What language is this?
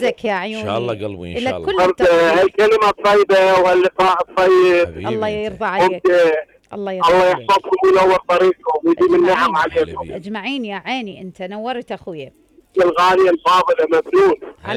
Mesopotamian Arabic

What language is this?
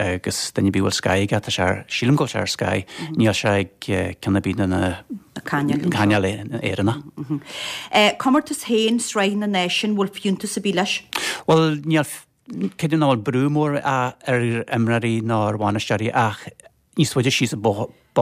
Irish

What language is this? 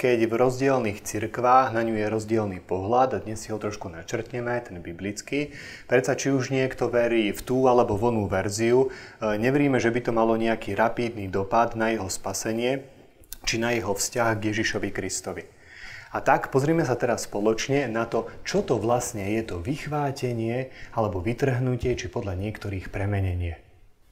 Slovak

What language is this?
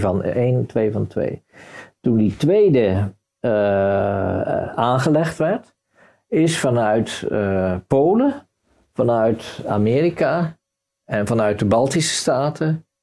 Dutch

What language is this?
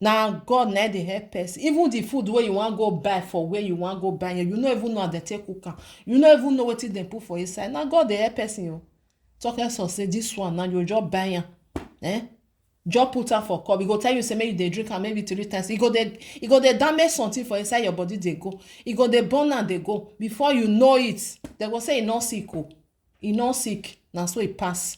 Nigerian Pidgin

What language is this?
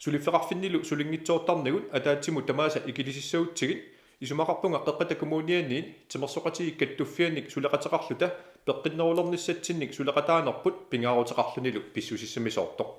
Kalaallisut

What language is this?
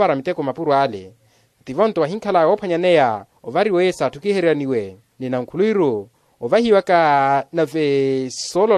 Makhuwa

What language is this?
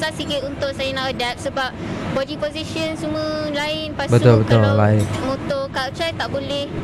Malay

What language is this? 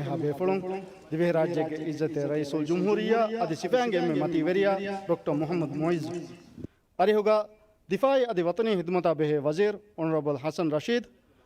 Divehi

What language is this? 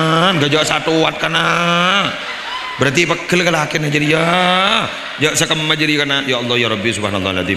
Madurese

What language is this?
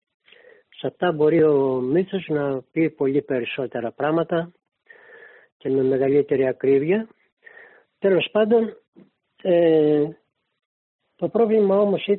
Greek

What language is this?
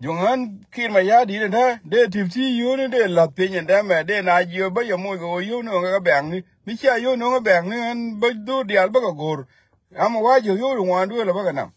Nuer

